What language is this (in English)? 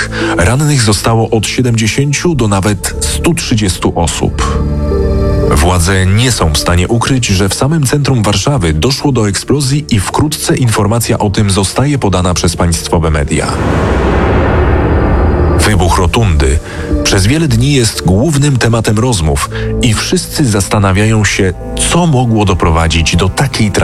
Polish